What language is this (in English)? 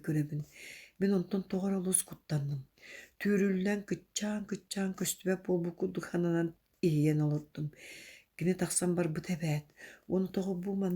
Yakut